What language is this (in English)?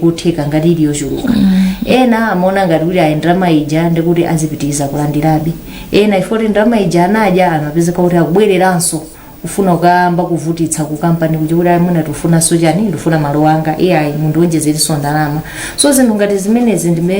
Nyanja